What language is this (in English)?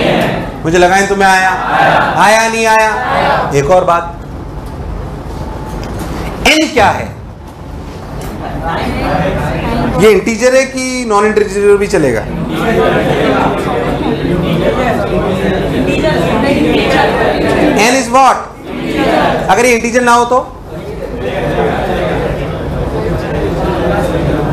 Hindi